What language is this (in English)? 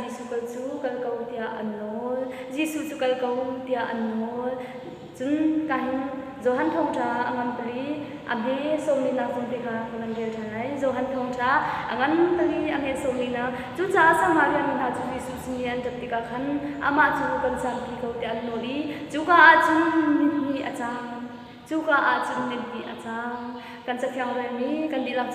Hakha Chin